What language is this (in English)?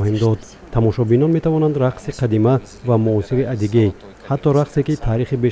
Tajik